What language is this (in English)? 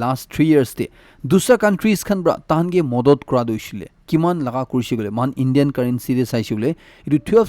Naga Pidgin